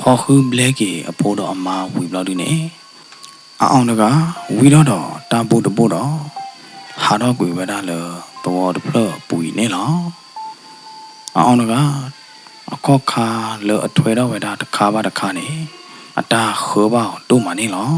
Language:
S'gaw Karen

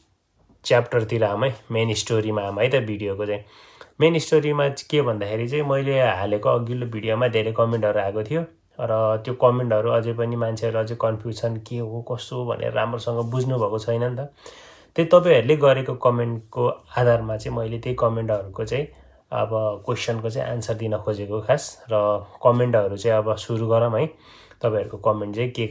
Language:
Nepali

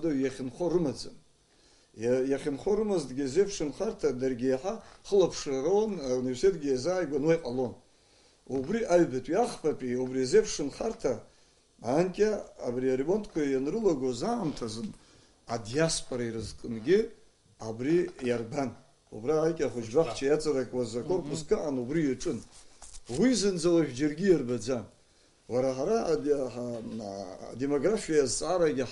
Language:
Abkhazian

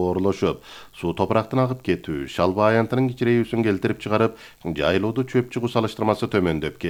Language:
Kyrgyz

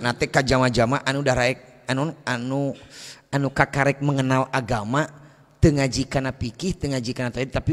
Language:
Sundanese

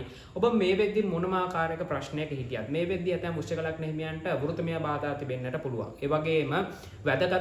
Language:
Sinhala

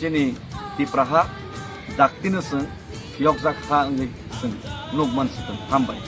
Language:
Kok Borok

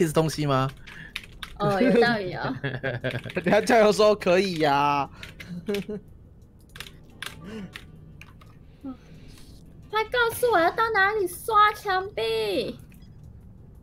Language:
Chinese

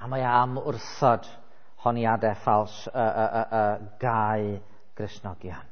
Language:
Welsh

